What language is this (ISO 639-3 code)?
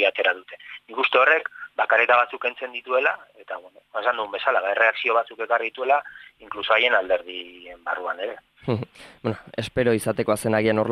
eus